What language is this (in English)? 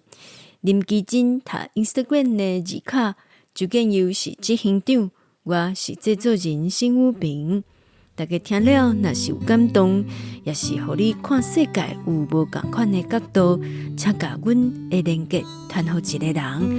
Min Nan Chinese